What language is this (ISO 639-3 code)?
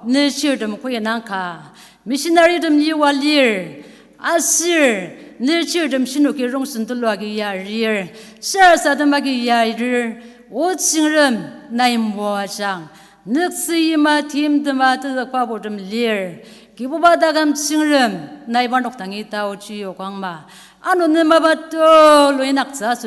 njo